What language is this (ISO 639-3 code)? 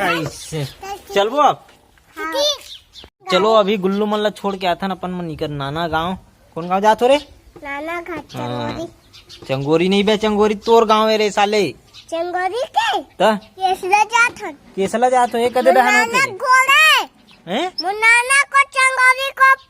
hne